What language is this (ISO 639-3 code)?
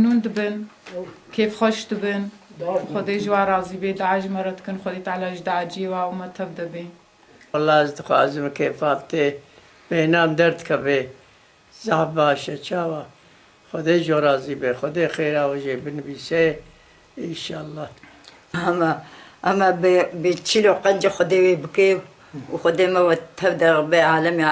kur